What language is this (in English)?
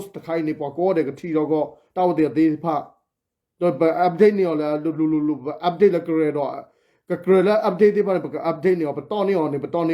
S'gaw Karen